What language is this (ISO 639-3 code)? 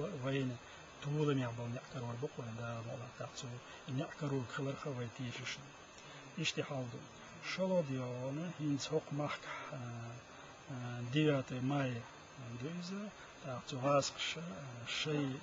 che